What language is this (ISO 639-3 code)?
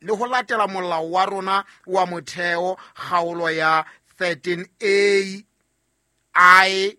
sot